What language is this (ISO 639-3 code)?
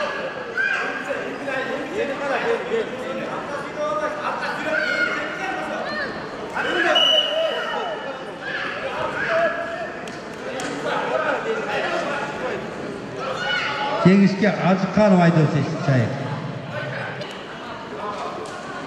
kaz